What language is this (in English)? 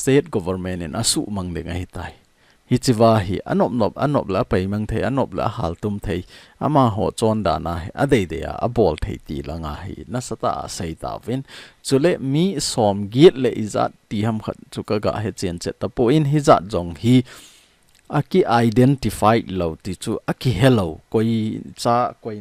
Thado Chin